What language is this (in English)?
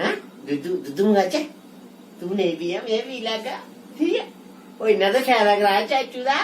Dogri